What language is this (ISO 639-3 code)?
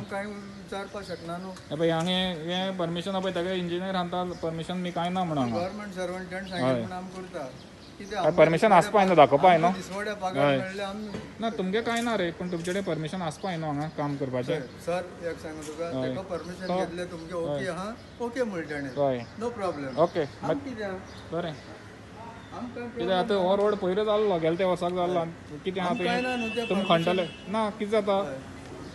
kok